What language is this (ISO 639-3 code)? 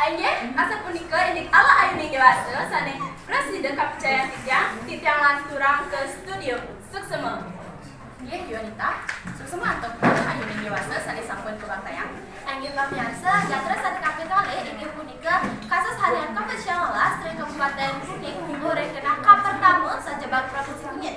ban